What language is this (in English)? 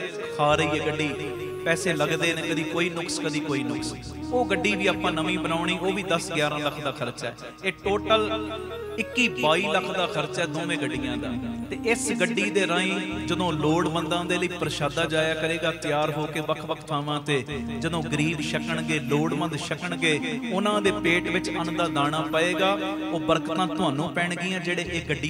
Punjabi